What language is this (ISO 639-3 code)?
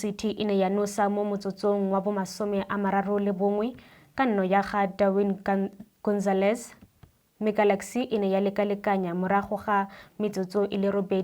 tsn